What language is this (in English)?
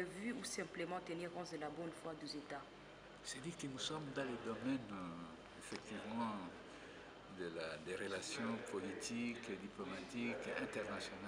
French